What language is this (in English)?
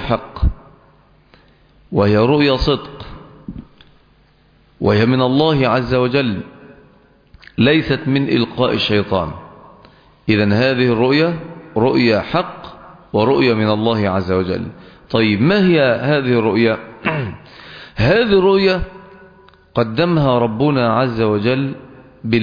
Arabic